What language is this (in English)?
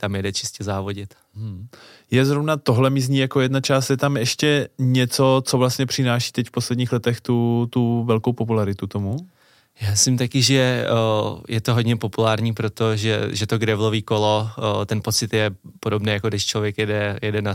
Czech